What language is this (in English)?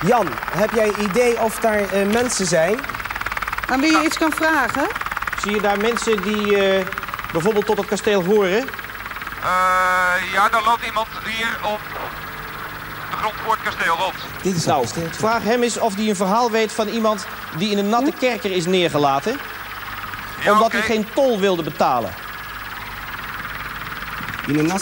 Dutch